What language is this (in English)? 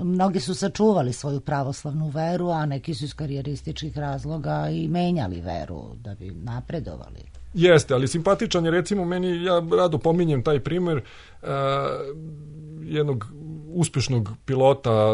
Serbian